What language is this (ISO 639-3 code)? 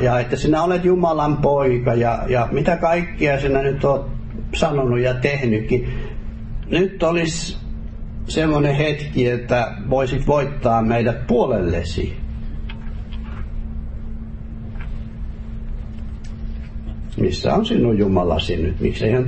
fin